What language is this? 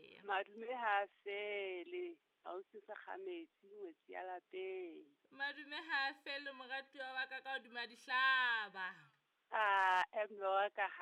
Southern Sotho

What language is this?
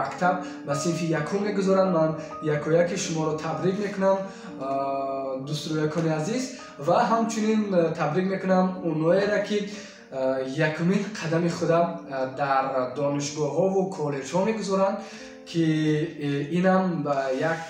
Tajik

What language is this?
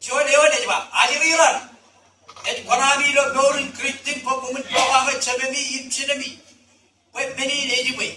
Marshallese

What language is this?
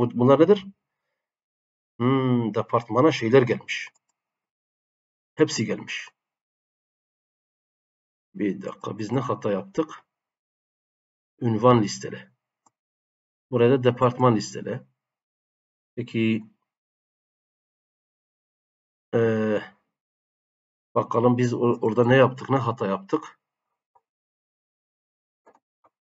Turkish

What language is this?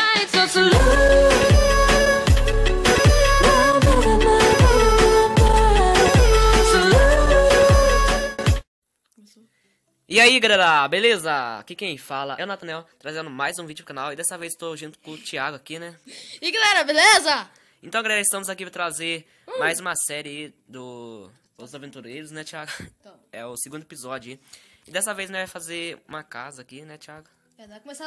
Portuguese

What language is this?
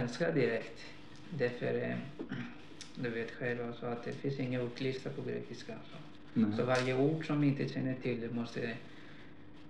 Swedish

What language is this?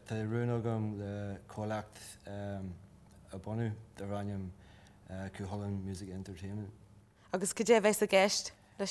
Irish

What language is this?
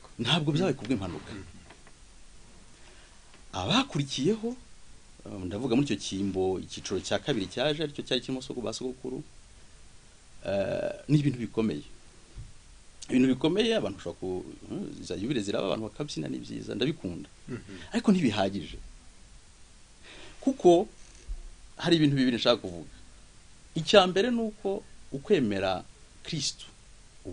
Kinyarwanda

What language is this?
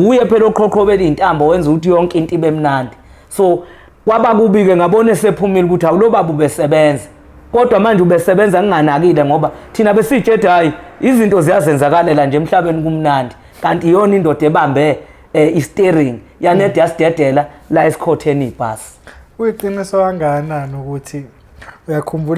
Zulu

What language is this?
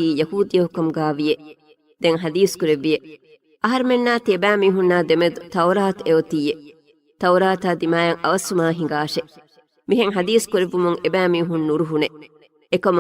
Divehi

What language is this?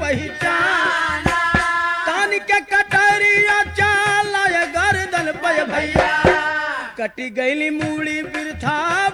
Bhojpuri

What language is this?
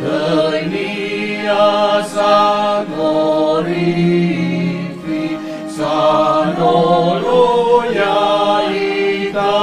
Nias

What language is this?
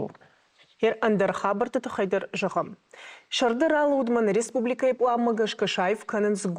Ossetic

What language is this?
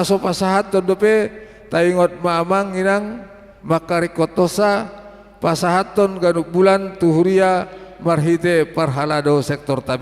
Batak Toba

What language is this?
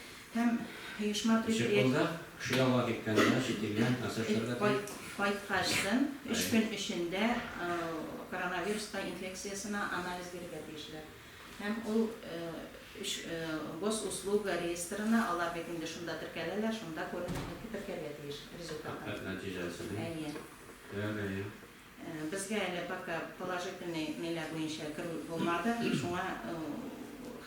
Tatar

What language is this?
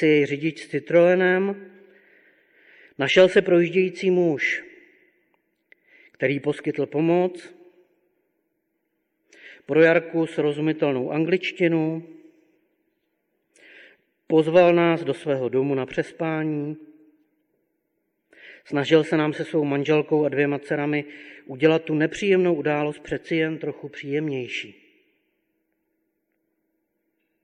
Czech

